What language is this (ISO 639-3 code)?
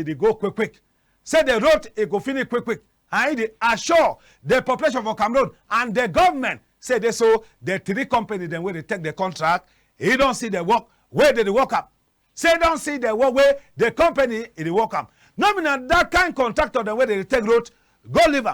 wes